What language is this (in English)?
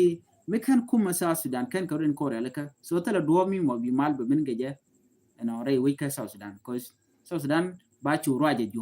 Nuer